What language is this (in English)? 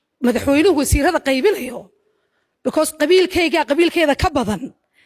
Somali